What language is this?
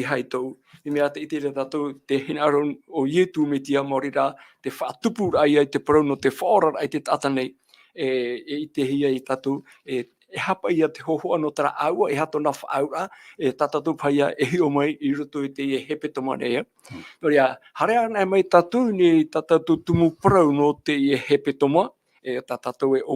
Tahitian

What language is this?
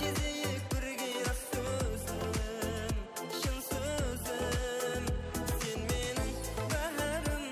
Kara-Kalpak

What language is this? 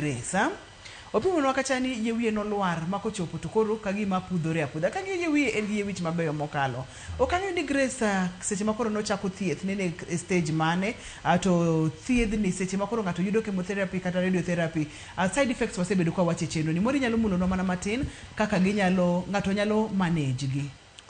Luo (Kenya and Tanzania)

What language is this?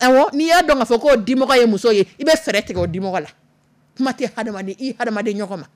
Dyula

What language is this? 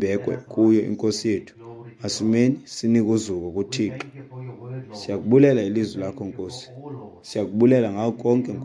Xhosa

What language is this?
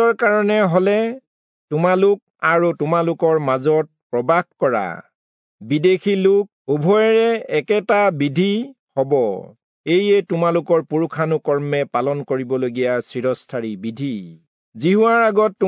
Assamese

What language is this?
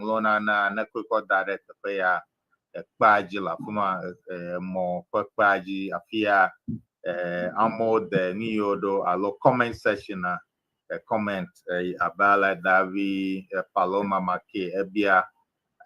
Ewe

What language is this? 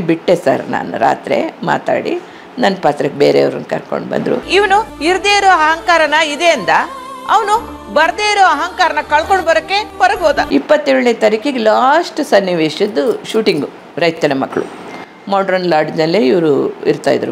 Kannada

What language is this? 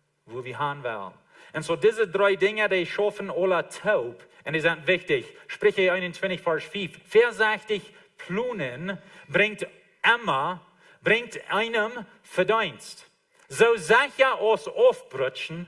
Plautdietsch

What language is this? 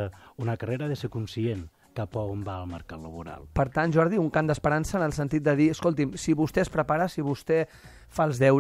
Catalan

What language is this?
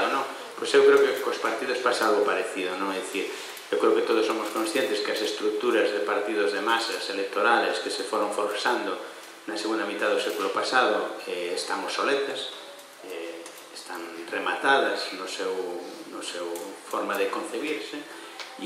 Galician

